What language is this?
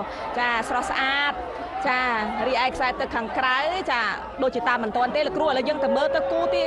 Khmer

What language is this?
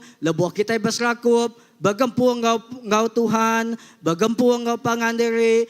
Iban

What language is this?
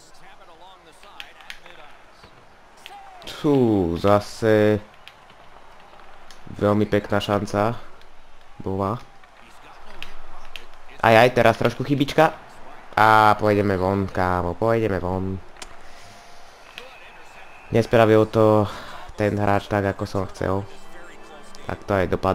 Slovak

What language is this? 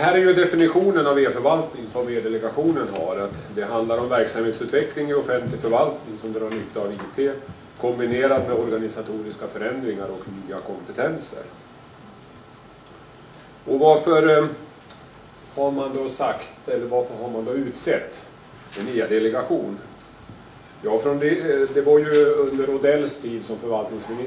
Swedish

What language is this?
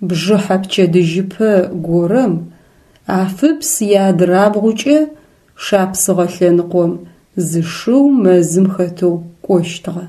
Adyghe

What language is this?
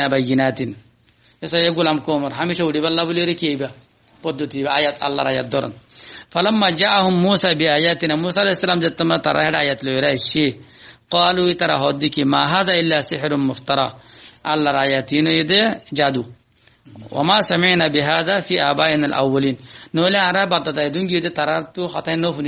Rohingya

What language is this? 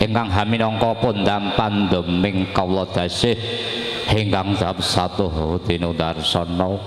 Javanese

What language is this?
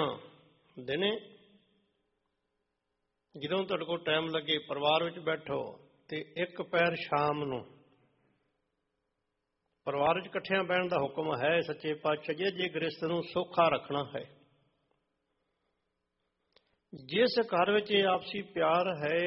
Punjabi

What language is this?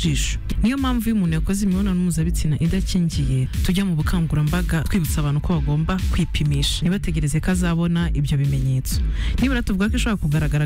Kinyarwanda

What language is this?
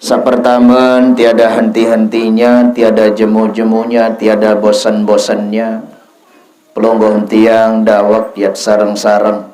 Sasak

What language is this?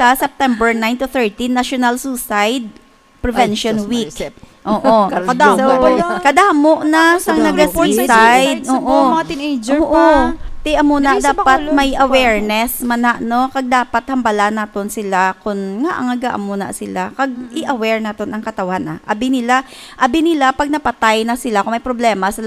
Hiligaynon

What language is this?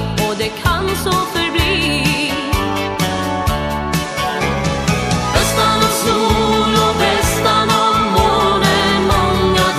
Swedish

